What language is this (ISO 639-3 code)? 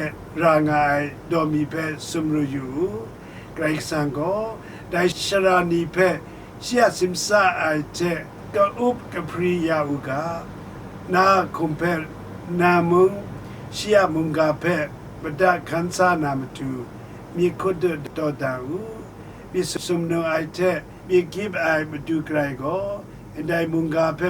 kac